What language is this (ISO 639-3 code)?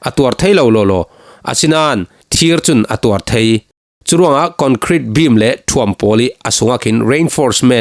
cfm